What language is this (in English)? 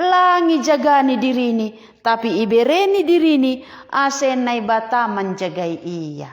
Batak Simalungun